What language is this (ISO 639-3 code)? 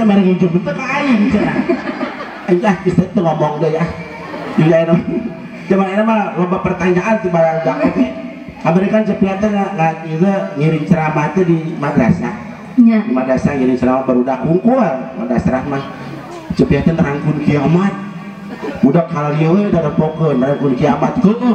sun